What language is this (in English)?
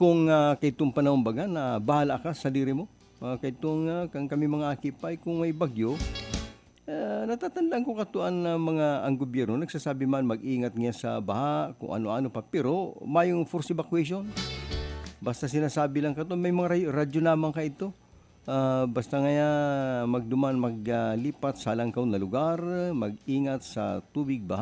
Bikol